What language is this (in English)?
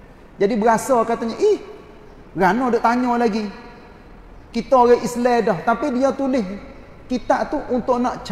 Malay